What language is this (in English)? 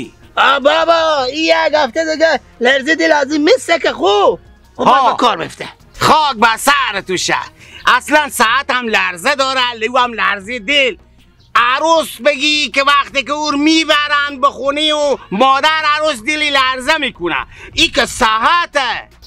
Persian